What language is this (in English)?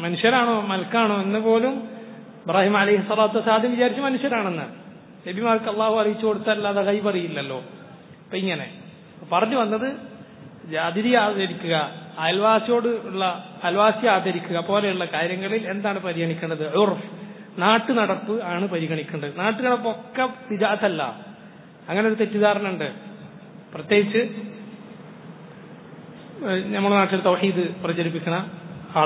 Malayalam